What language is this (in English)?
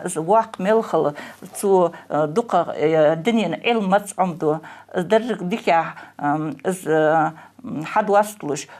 Ingush